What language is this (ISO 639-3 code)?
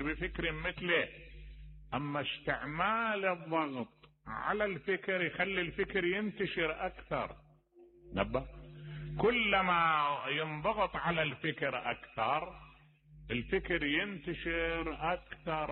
acm